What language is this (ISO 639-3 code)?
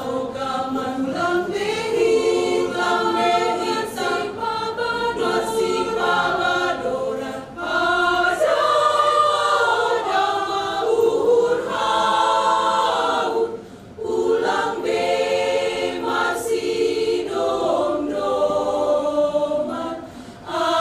bts